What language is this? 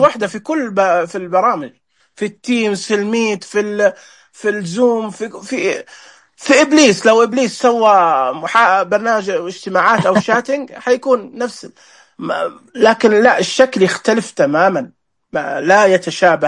Najdi Arabic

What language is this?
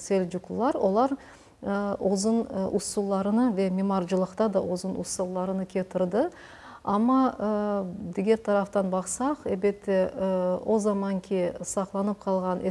Crimean Tatar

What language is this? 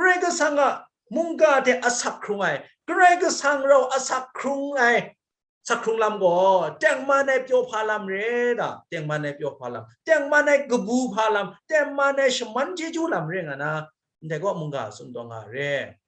Kachin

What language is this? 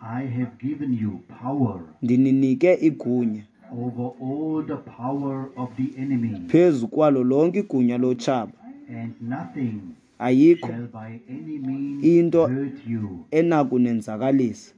Xhosa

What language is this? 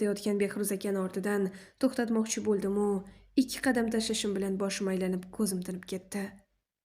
Uzbek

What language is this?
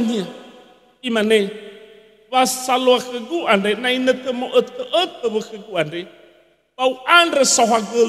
Nias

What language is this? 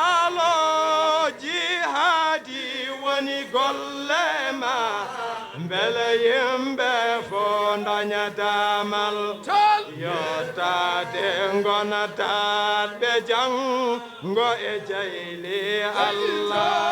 Fula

